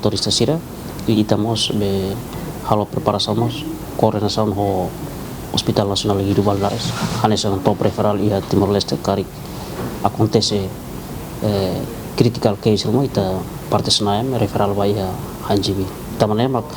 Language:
Tetum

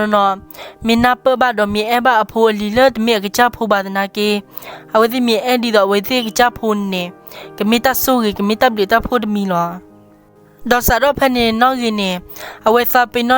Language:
S'gaw Karen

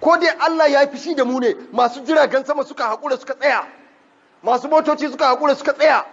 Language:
Hausa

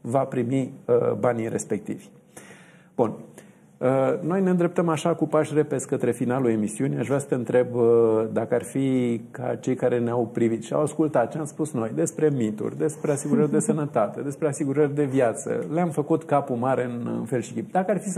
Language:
Romanian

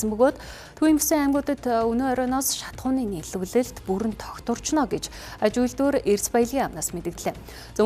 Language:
Mongolian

